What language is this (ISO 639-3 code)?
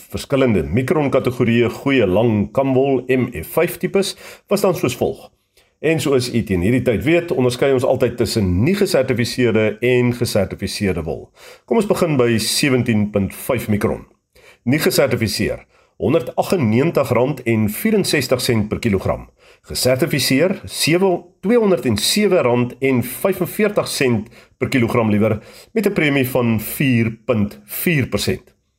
afr